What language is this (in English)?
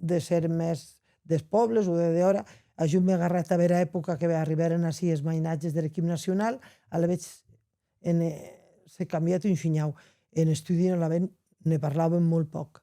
Occitan